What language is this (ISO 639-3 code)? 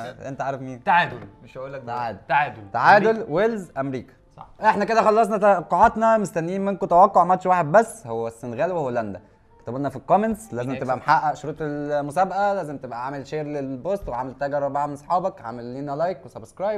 arz